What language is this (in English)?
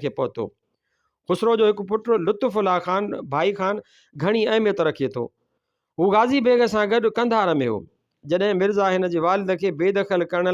Sindhi